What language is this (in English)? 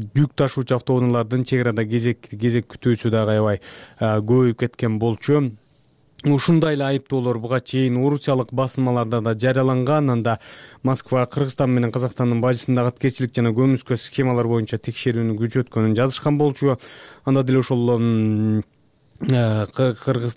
Kyrgyz